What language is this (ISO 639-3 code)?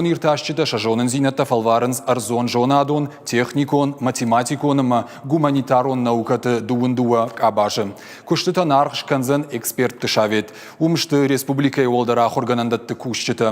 oss